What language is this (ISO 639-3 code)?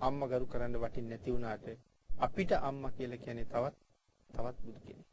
sin